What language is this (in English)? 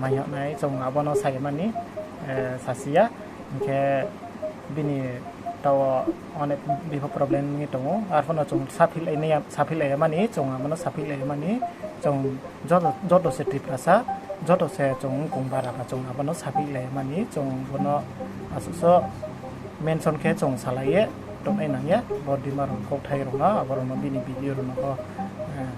Riang (India)